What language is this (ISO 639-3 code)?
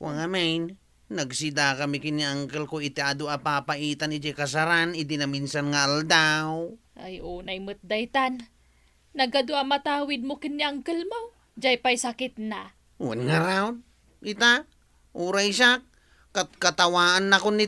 ilo